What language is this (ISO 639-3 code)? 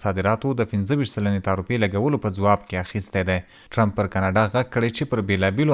pus